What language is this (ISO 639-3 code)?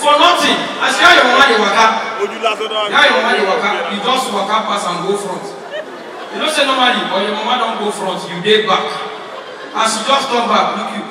pcm